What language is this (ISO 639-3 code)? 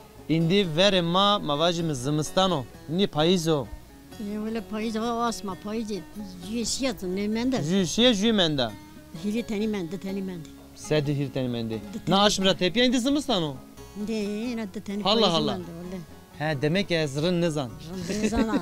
zza